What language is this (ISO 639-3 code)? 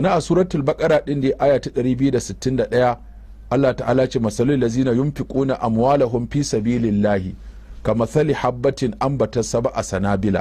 hau